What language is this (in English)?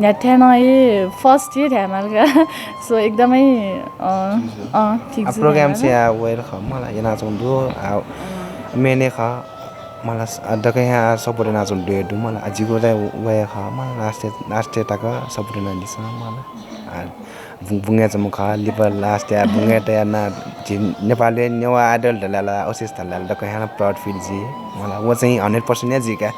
Newari